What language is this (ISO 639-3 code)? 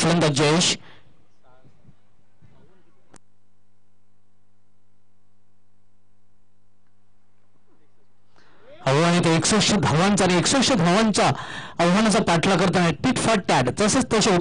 mar